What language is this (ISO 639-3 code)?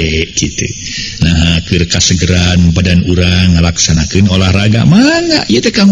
sun